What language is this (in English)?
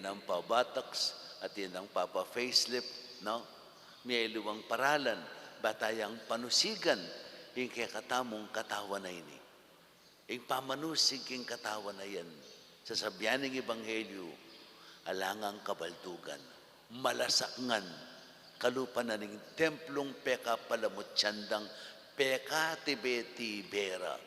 Pampanga